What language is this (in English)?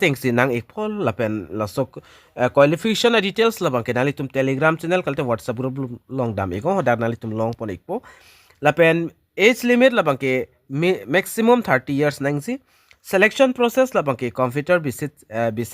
Karbi